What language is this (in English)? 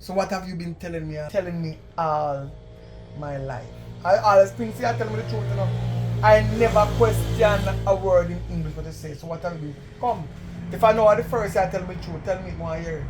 Jamaican Creole English